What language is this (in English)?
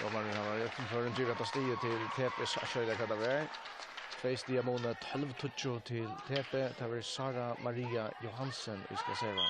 Faroese